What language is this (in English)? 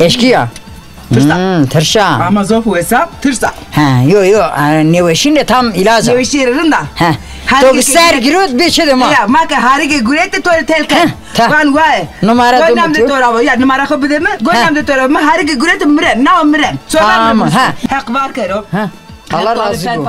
Zaza